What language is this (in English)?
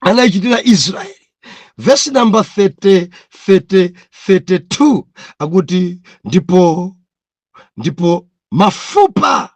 Nyanja